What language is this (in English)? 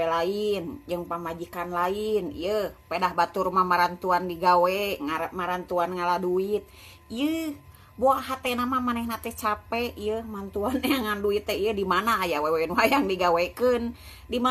Sundanese